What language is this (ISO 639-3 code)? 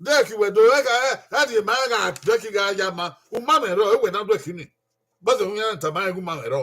bin